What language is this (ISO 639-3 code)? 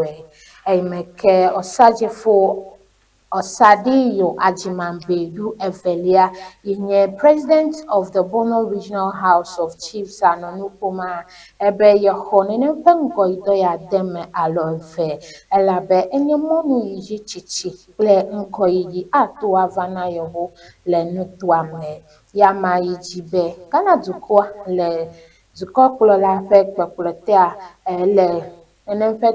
ewe